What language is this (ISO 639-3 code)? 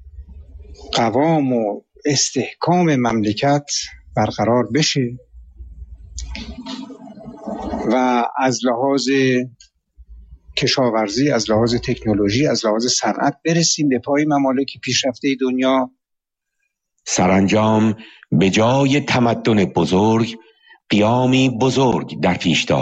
fas